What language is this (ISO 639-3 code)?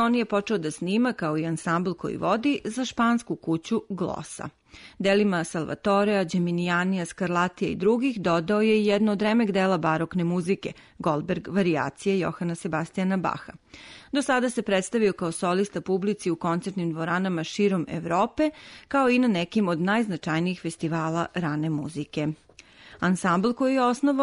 srp